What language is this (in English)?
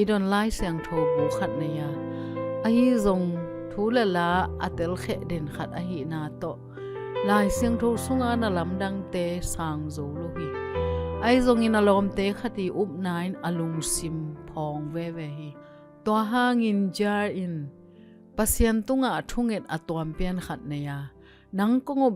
Tedim Chin